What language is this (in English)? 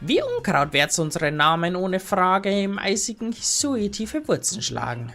Bavarian